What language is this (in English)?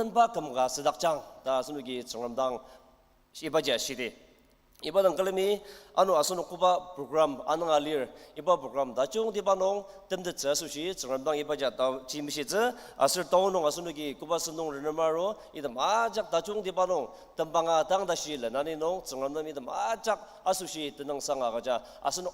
Ao Naga